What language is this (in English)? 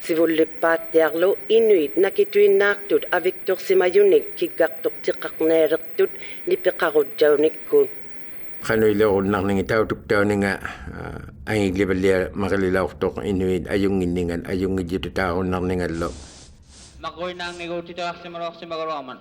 Inuktitut